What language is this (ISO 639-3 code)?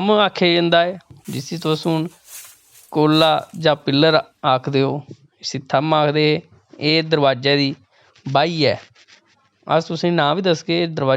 doi